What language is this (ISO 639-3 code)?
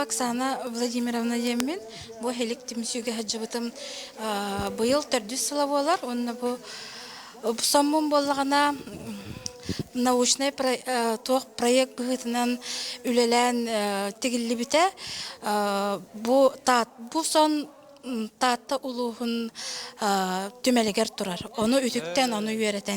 sah